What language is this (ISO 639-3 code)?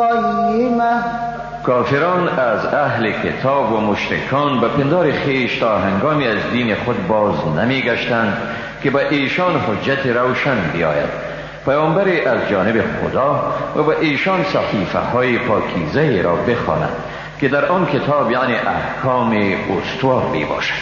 fas